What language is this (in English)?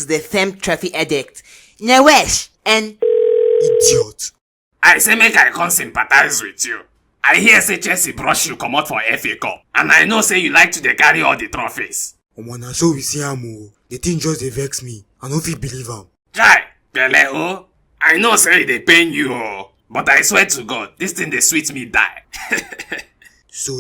Nigerian Pidgin